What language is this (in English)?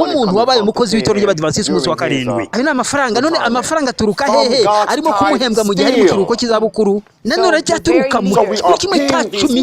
Kinyarwanda